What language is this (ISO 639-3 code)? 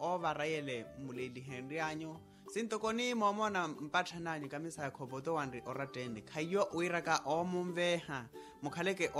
vmw